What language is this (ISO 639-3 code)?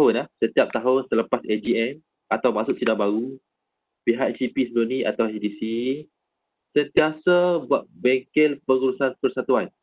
msa